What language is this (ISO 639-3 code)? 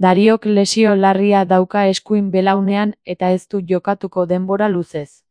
eus